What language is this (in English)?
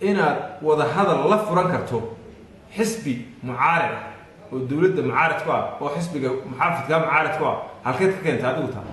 Somali